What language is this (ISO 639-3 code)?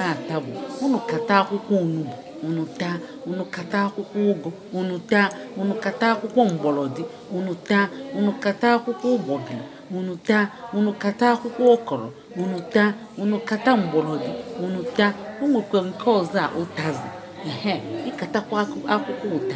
ibo